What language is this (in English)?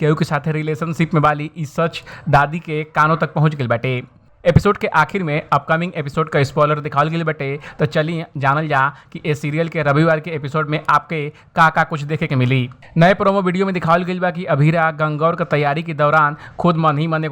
Bhojpuri